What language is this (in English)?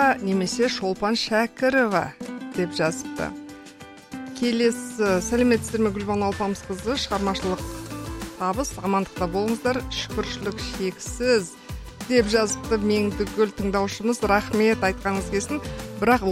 Kazakh